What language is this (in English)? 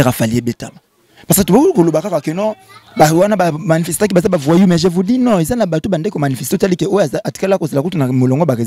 Lingala